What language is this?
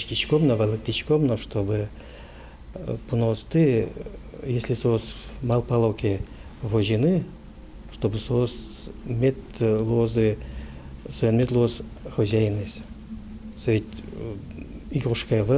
Udmurt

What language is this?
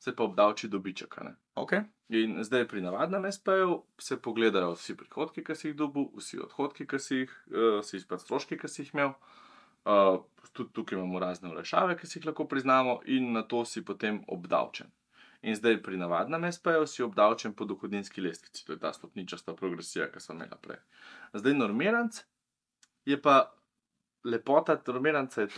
Slovenian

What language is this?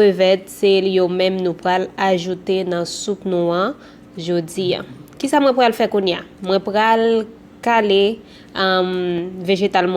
Haitian Creole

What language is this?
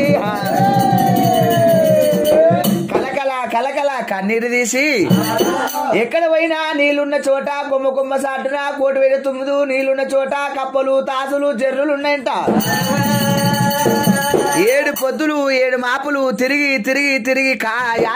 Telugu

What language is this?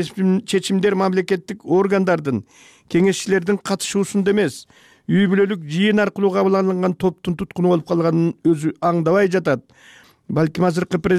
Kyrgyz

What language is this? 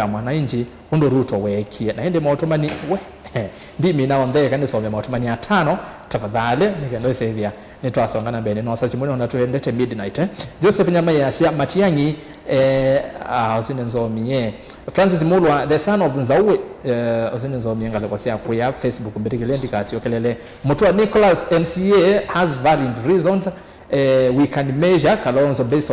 Kamba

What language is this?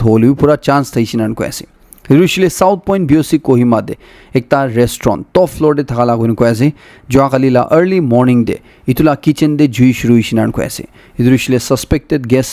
Naga Pidgin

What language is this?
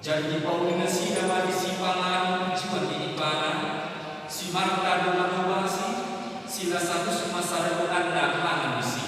Batak Toba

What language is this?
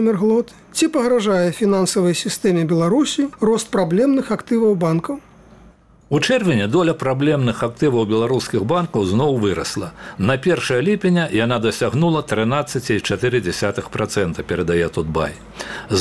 Belarusian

